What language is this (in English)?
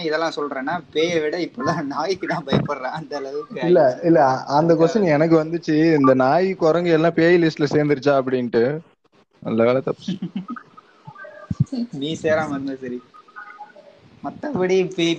Tamil